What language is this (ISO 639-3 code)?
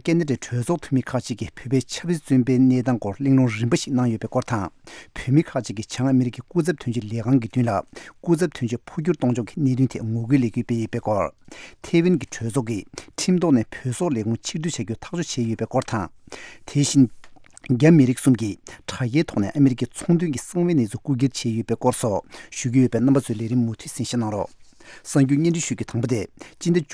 bod